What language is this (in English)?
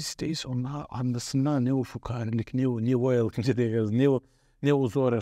Gagauz